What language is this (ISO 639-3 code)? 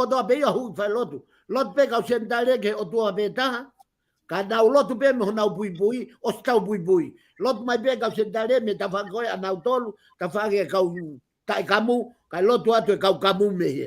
ton